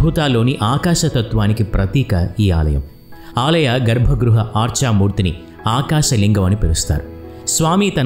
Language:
Telugu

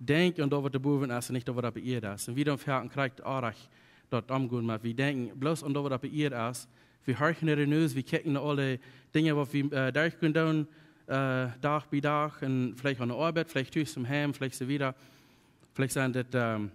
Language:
Plautdietsch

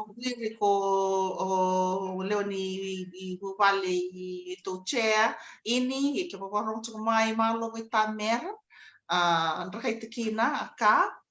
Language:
Fijian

